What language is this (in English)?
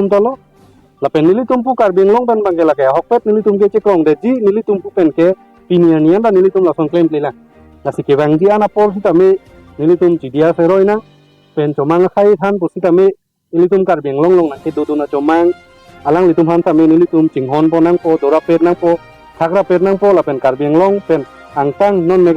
Karbi